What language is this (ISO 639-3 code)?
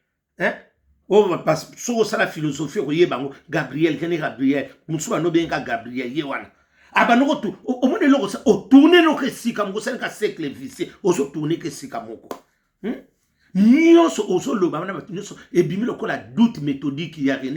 lin